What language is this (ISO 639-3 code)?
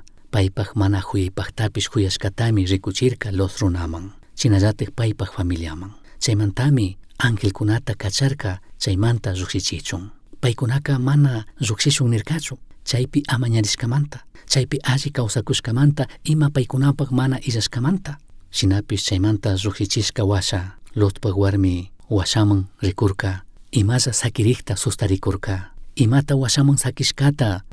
qug